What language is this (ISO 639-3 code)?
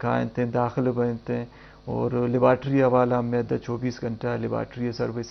bgp